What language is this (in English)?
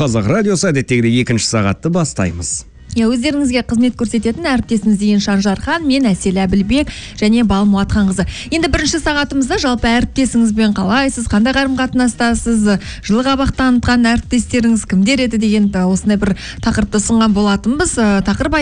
Kazakh